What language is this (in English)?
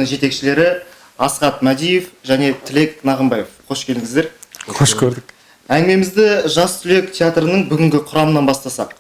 Kazakh